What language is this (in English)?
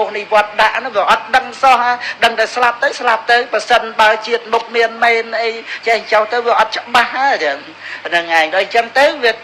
Khmer